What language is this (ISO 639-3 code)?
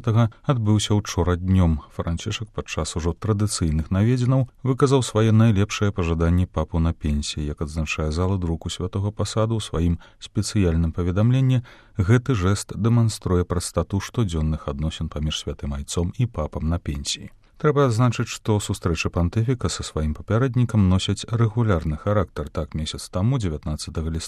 bel